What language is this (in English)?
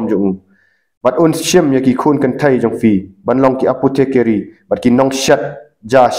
Khasi